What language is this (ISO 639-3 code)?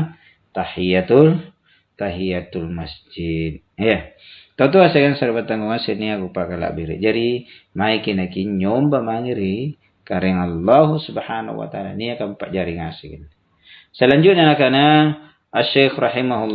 mak